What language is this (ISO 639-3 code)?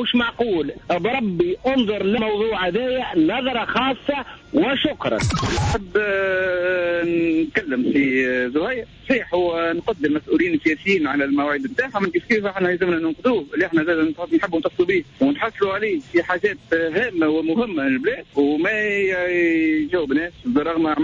aeb